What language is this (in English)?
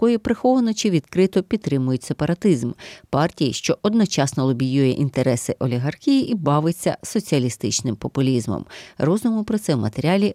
Ukrainian